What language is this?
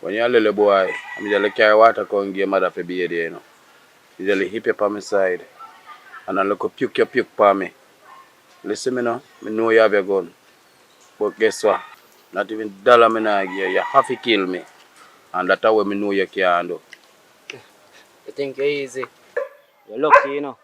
Jamaican Creole English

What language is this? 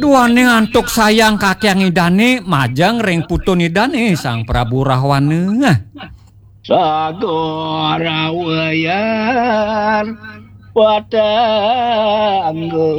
Balinese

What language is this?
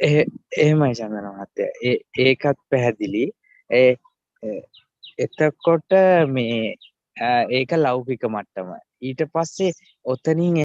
Sinhala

